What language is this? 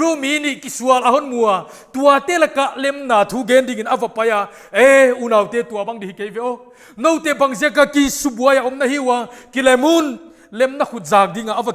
Paite Chin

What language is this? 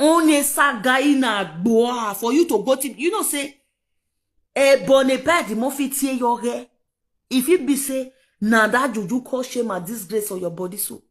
Nigerian Pidgin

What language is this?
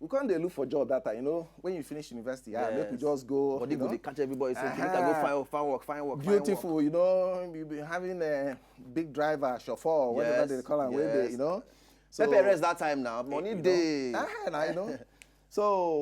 Nigerian Pidgin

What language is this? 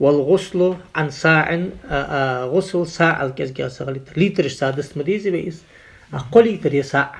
Ingush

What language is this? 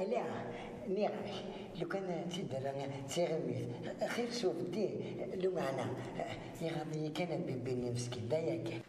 Kabyle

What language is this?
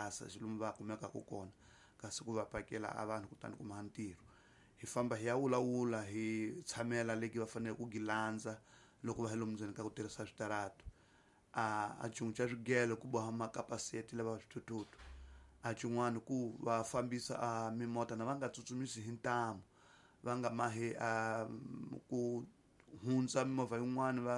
Tsonga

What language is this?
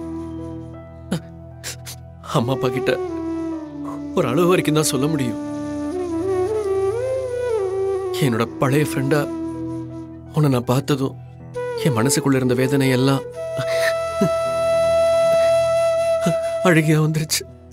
Tamil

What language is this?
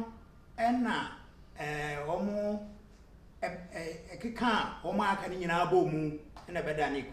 Akan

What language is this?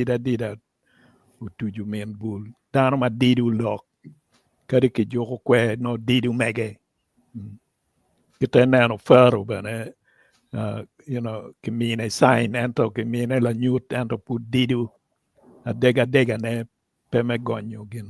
Acoli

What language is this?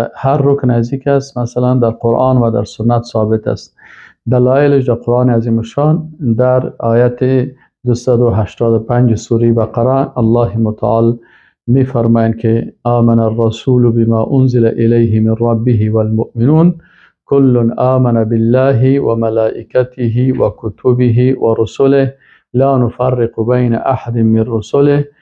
Persian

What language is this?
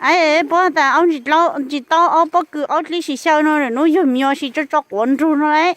Hmong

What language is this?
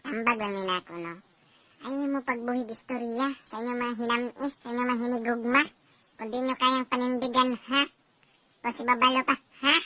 Cebuano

